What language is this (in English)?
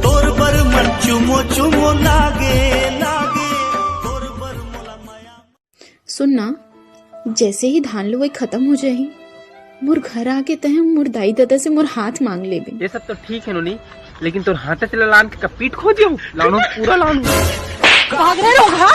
Chhattisgarhi